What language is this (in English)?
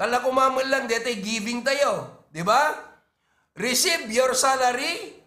Iloko